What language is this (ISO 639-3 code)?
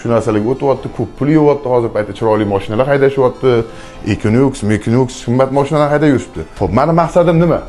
uzb